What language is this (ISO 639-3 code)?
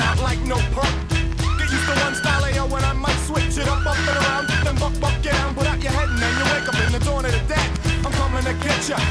eng